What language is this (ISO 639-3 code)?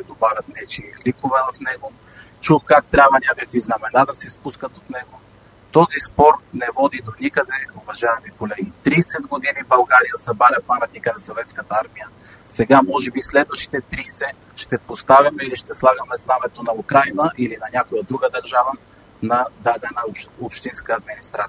bul